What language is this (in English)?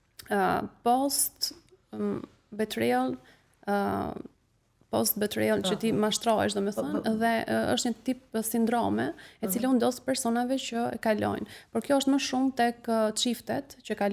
Albanian